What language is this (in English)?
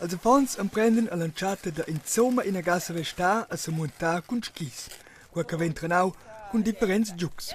Romansh